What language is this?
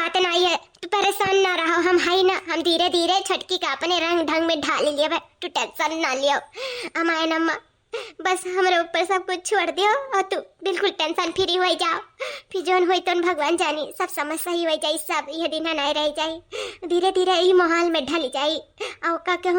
Awadhi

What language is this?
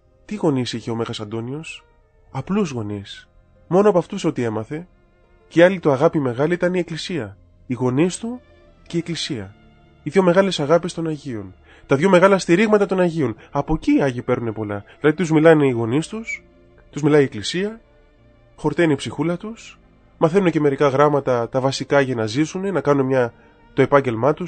Greek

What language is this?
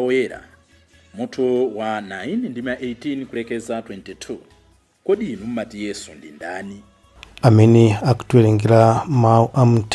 Nyanja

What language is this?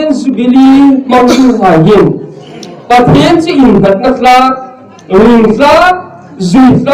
Hmar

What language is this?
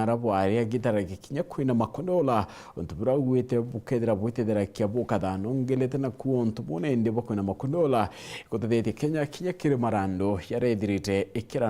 Meru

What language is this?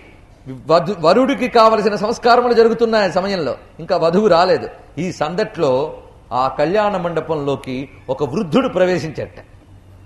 Telugu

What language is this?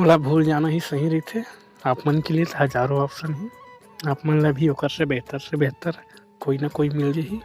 Chhattisgarhi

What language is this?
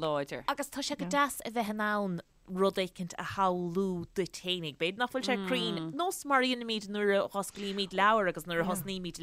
Irish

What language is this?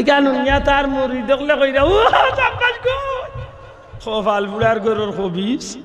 Sylheti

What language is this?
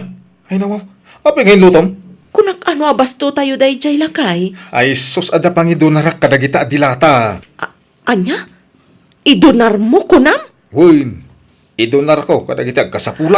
Iloko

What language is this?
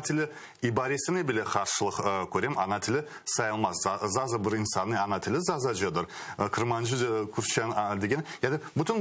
Crimean Tatar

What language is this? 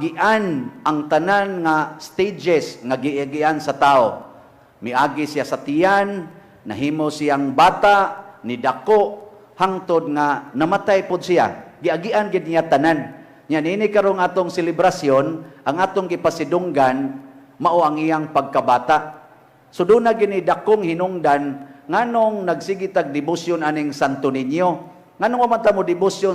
Cebuano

